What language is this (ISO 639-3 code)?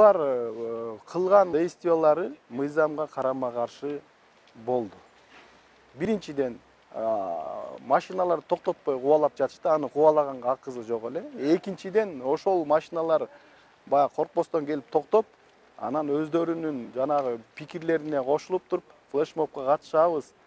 kir